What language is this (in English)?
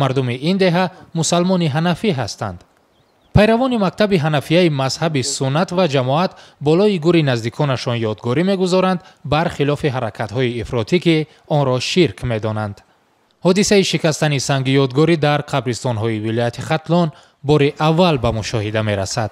Tajik